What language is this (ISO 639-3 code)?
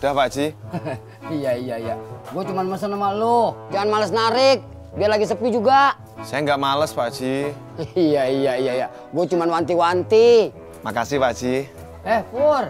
bew